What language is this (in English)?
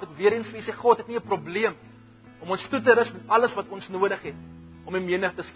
Afrikaans